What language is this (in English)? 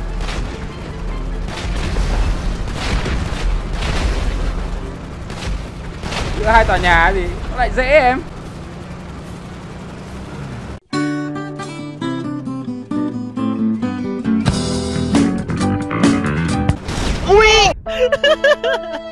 Vietnamese